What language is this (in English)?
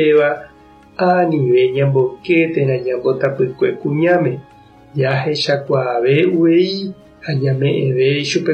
Guarani